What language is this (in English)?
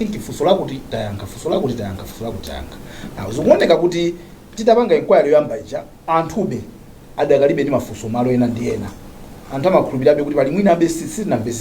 Nyanja